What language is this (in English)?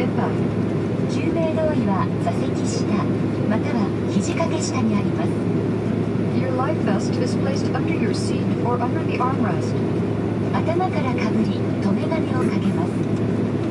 Japanese